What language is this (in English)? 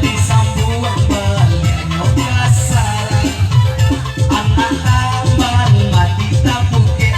Minangkabau